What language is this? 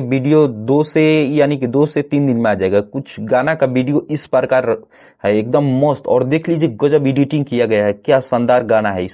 Bhojpuri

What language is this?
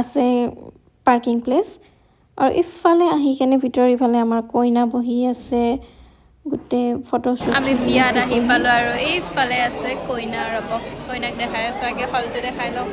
Assamese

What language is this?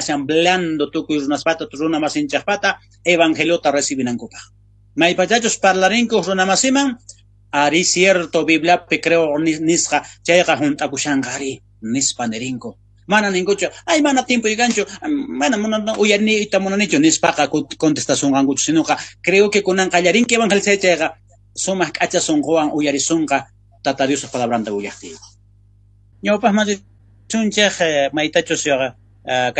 South Bolivian Quechua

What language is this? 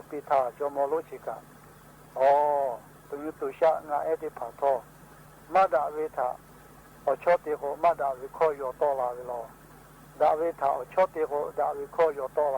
Lahu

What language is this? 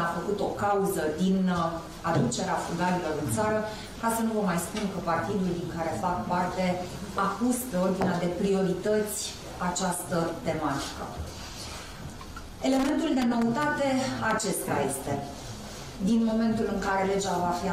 Romanian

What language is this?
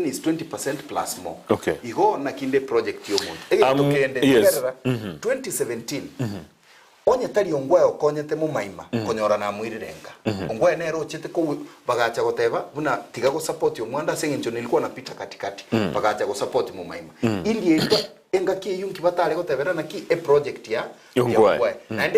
Gusii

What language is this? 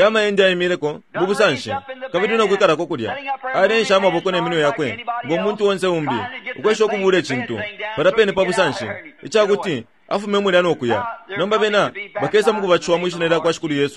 Bemba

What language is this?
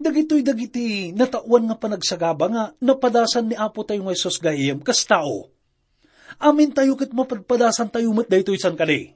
Iloko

